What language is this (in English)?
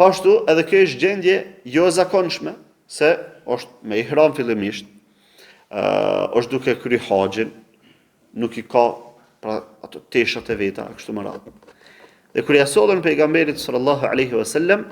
Albanian